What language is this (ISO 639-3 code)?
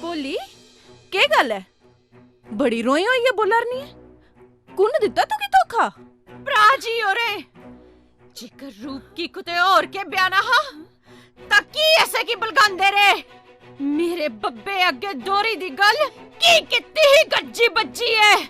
doi